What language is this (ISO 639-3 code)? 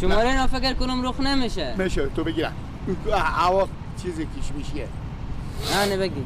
fas